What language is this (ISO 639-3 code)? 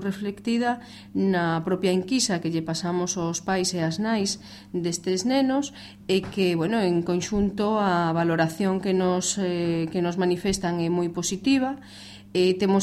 glg